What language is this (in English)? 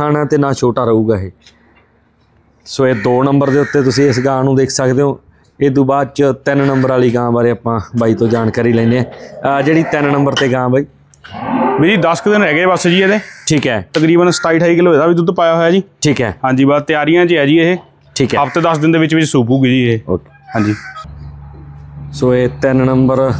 Punjabi